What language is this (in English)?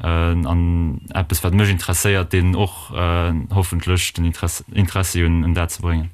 Luxembourgish